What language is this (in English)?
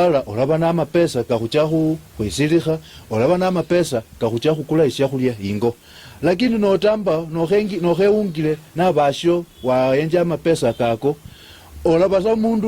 Luyia